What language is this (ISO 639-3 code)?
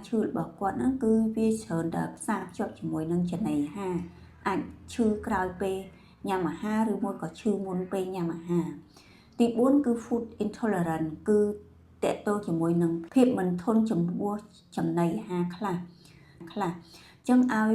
khm